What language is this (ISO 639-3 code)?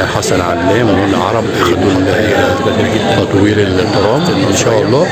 arz